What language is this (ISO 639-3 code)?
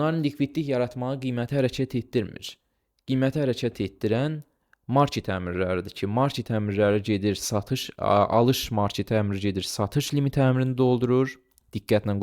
aze